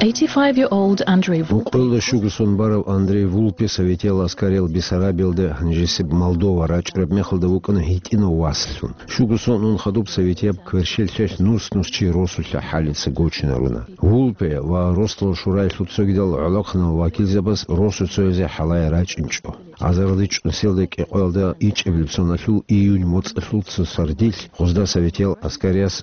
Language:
Avaric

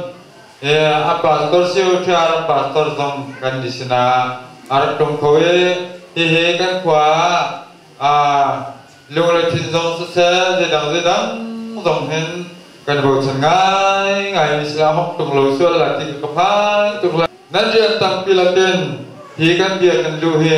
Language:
Hakha Chin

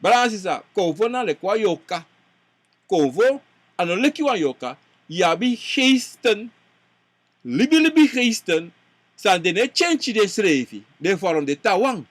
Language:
Sranan Tongo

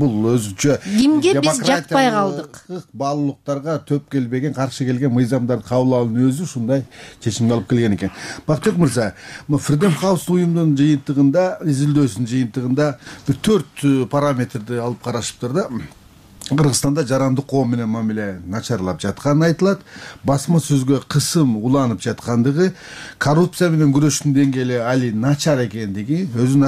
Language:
Kyrgyz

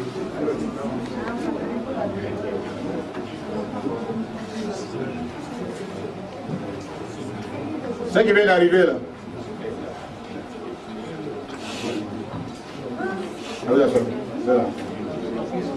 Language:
French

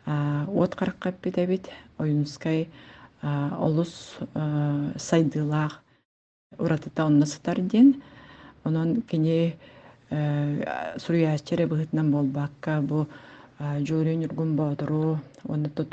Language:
Yakut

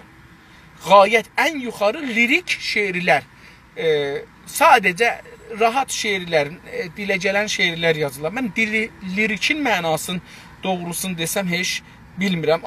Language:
South Azerbaijani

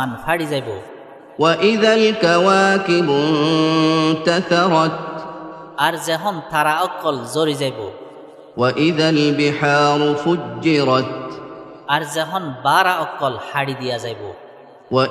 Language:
Rohingya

